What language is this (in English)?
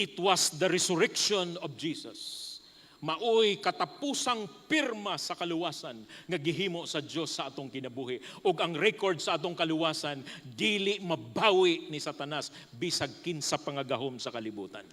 Cebuano